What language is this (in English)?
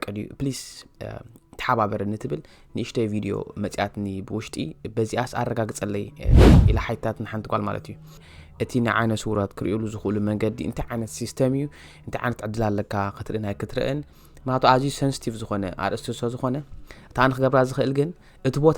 Tigrinya